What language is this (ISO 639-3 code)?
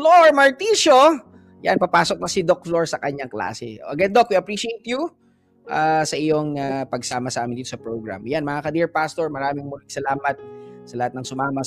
fil